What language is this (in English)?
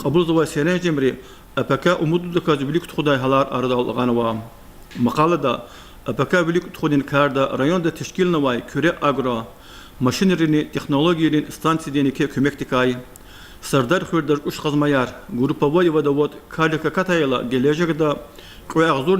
Lezghian